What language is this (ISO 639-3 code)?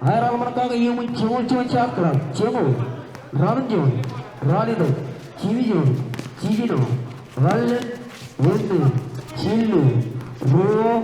mah